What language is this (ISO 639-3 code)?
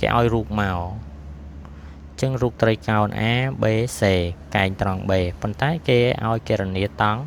khm